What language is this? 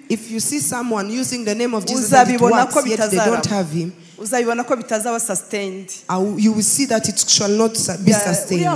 Kinyarwanda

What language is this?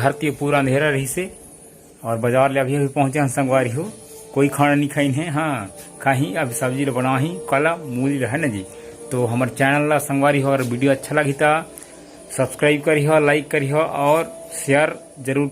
Chhattisgarhi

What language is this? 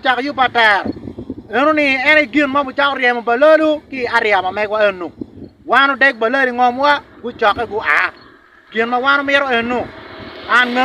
Acoli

